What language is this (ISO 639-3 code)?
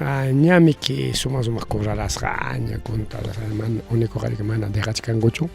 quy